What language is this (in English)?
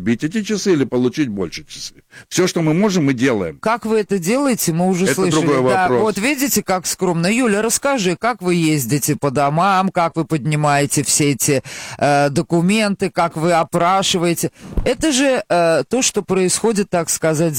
Russian